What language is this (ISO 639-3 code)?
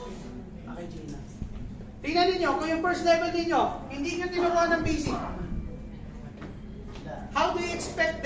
fil